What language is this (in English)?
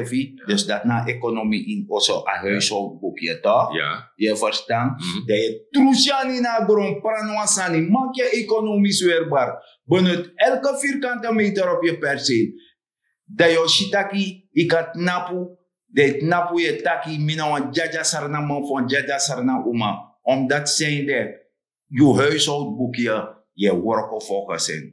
Sranan Tongo